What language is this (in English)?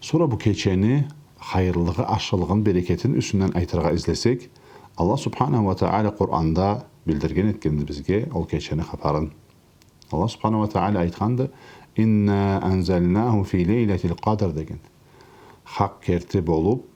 Karachay-Balkar